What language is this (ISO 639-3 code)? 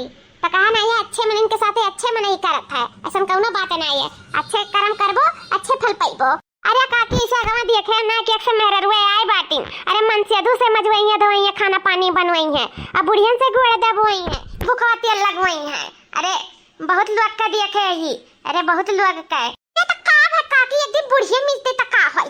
awa